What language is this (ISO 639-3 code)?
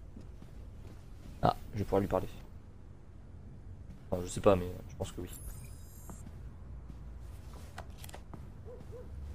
fra